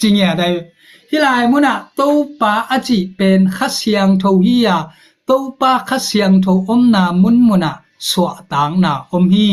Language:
Tedim Chin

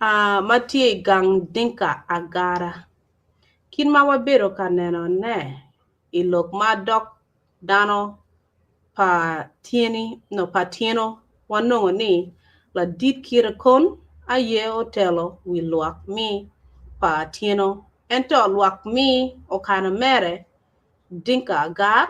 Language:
Acoli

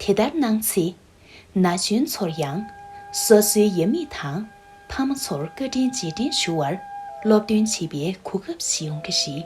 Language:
Tibetan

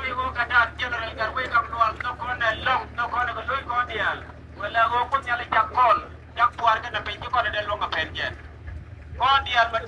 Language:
Nuer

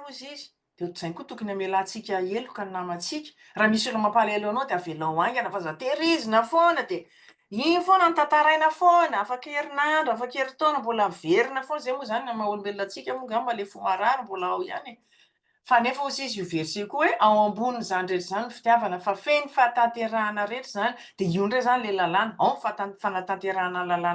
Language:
Malagasy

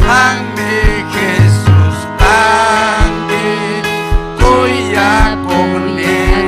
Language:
Ayacucho Quechua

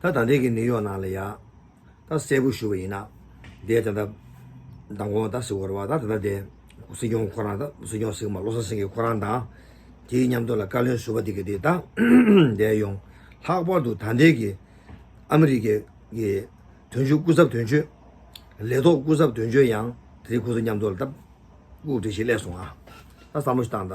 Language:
Tibetan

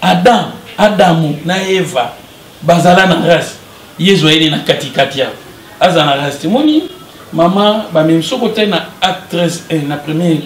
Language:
Lingala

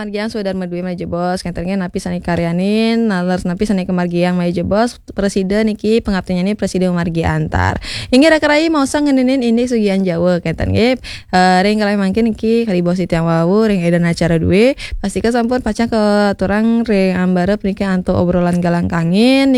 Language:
Balinese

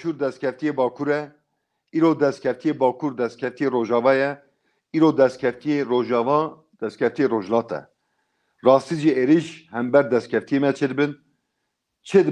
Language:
Kurdish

